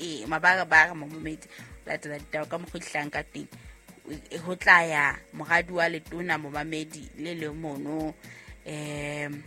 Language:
Southern Sotho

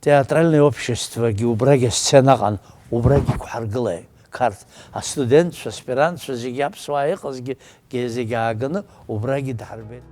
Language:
Abkhazian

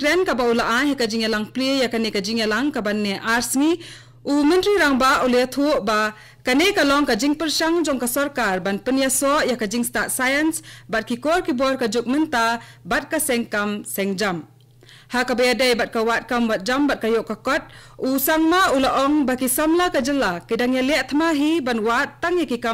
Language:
Khasi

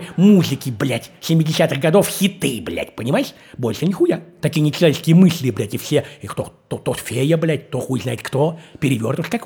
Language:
Russian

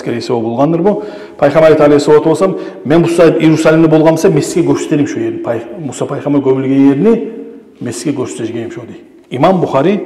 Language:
Kumyk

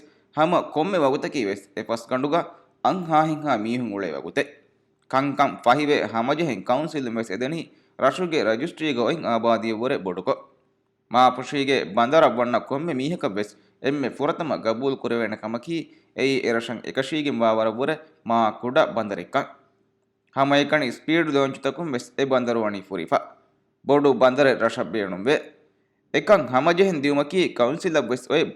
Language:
Divehi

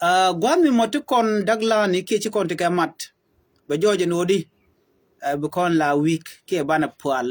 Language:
Nuer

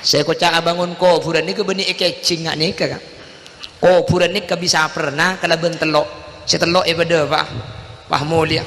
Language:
Madurese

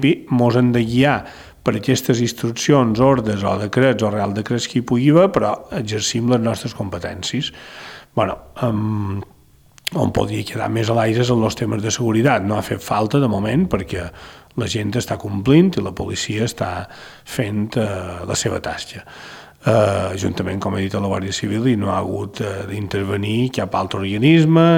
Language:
Catalan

